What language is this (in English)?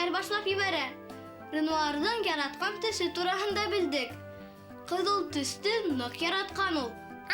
Bashkir